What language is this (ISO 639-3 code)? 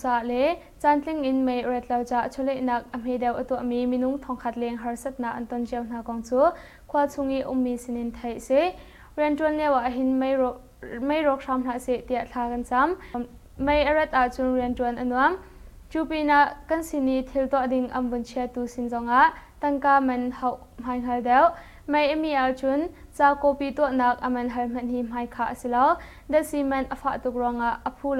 cnh